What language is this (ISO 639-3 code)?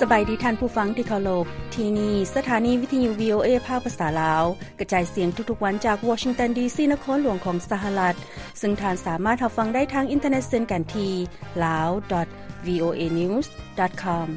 lao